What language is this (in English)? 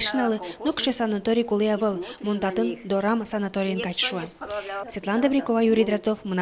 Udmurt